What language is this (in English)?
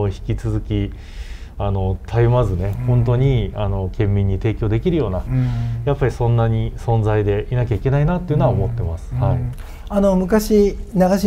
Japanese